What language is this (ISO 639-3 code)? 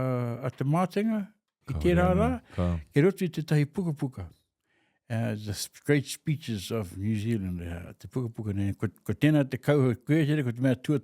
mri